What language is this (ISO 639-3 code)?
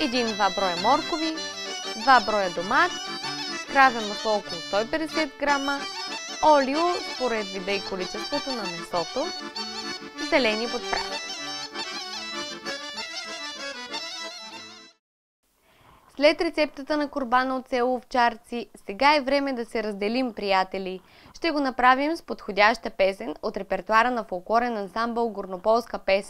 bul